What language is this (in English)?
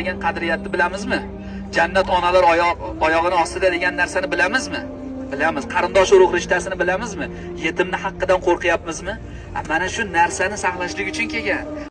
Uzbek